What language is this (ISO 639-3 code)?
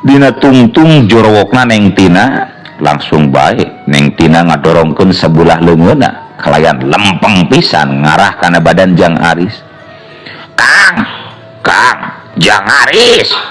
sun